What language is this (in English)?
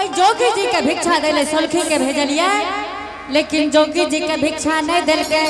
Angika